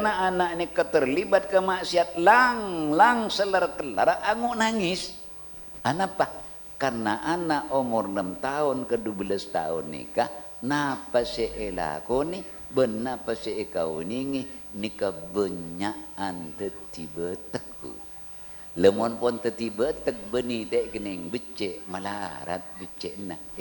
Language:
Madurese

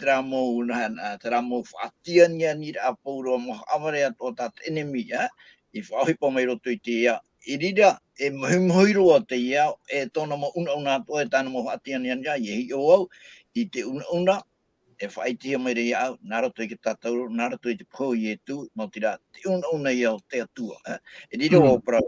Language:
Tahitian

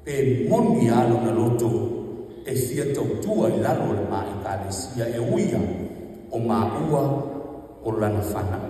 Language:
Samoan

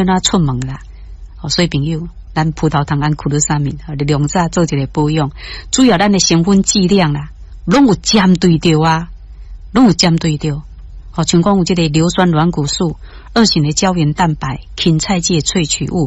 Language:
Min Nan Chinese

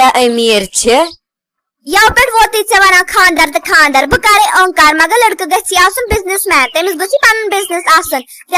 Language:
Kashmiri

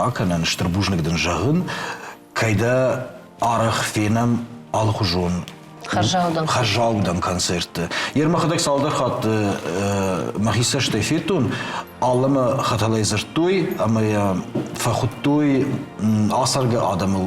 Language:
Ossetic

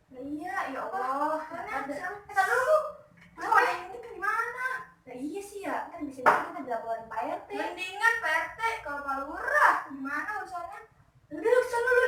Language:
Betawi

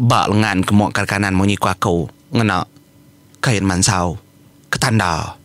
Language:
Iban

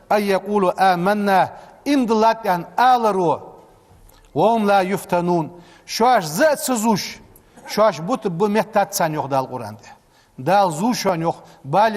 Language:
Ingush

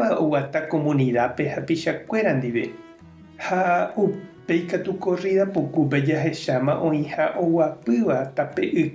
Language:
Guarani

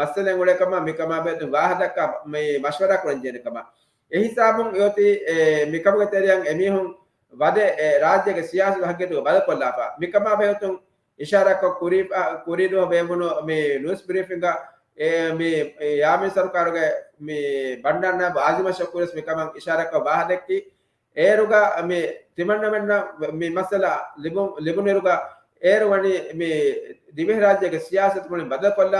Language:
Divehi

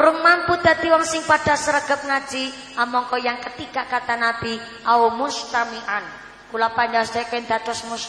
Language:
Javanese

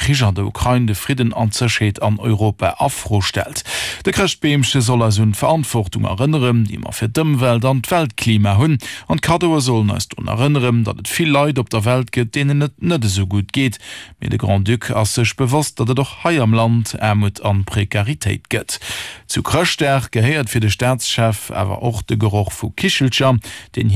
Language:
Luxembourgish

